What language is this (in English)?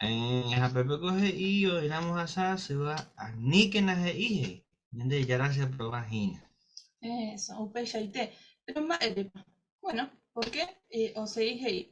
Guarani